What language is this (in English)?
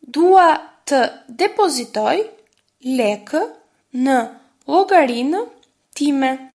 Albanian